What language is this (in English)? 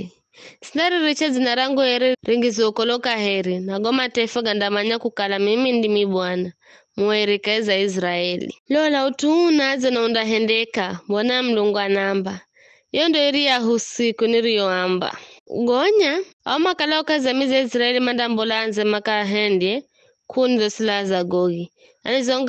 Giryama